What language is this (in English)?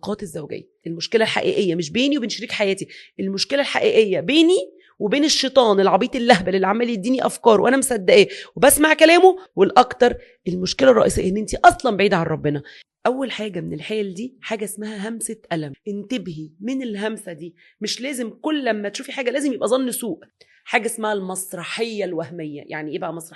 Egyptian Arabic